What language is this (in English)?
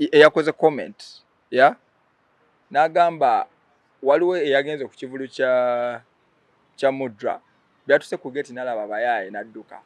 Ganda